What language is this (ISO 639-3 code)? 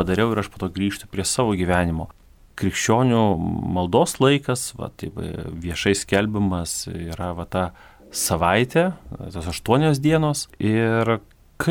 lit